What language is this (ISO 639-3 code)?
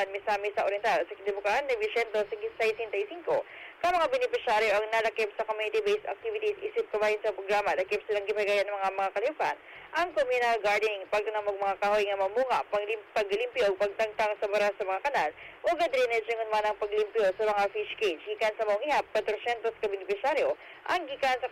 ceb